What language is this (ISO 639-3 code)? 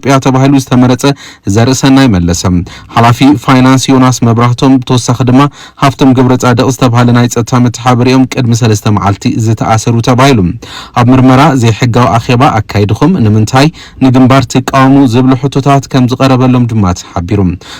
tir